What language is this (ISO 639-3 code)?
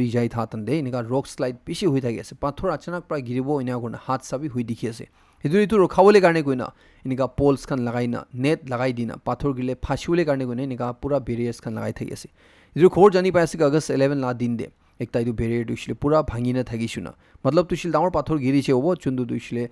nag